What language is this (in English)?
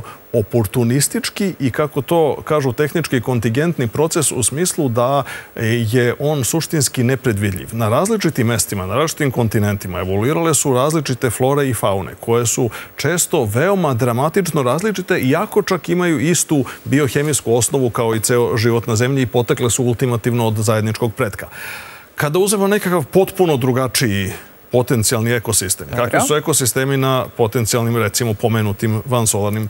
Serbian